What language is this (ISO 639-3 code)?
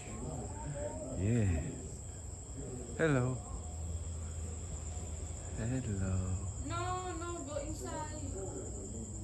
pol